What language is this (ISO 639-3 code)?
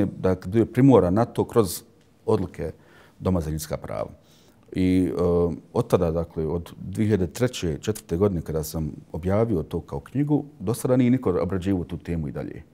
bos